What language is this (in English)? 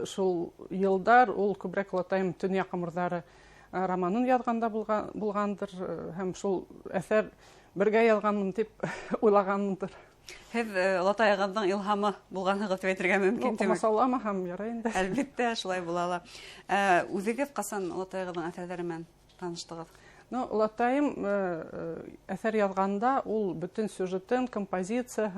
Bashkir